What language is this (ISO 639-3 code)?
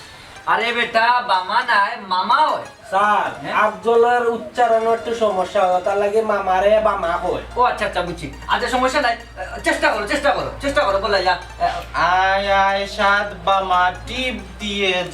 syl